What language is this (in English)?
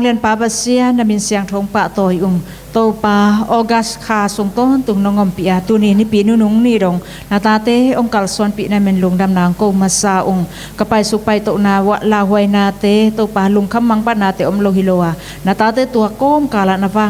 Tedim Chin